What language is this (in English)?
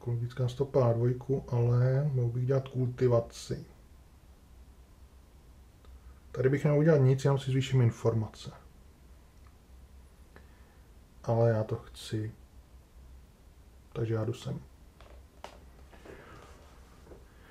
Czech